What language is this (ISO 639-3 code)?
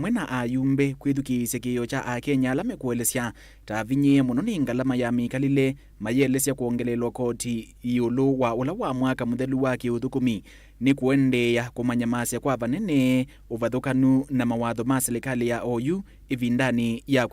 kam